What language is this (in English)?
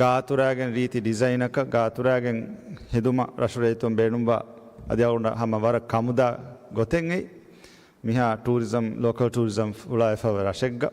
Divehi